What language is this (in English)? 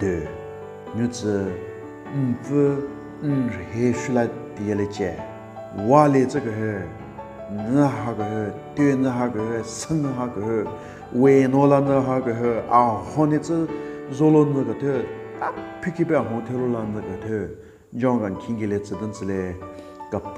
Southern Rengma Naga